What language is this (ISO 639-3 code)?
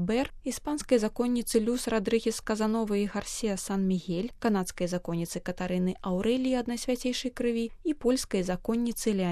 bel